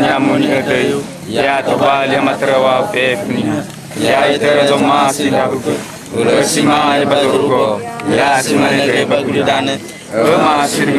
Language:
Nias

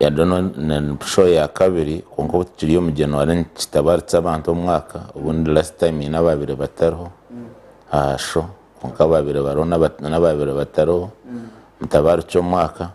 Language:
Nyankole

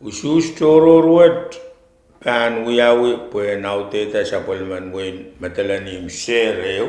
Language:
Pohnpeian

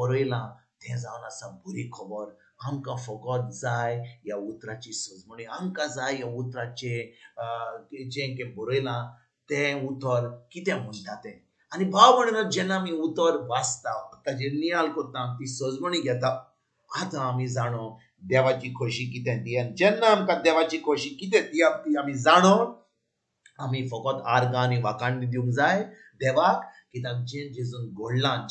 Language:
Konkani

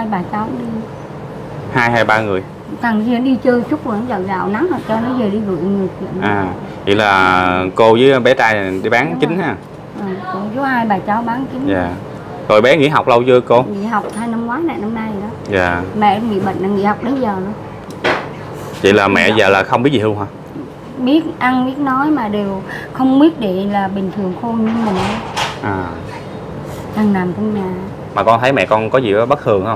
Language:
Vietnamese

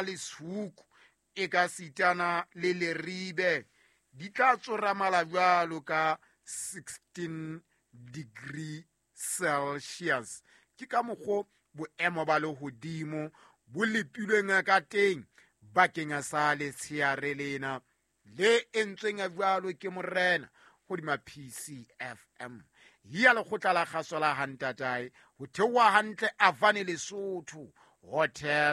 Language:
Southern Sotho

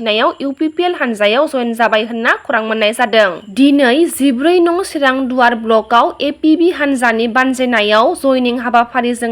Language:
Bodo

